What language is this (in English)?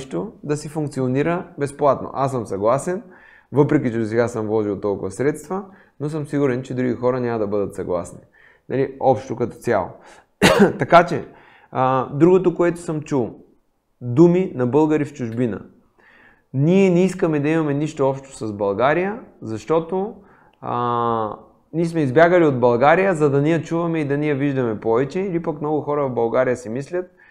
Bulgarian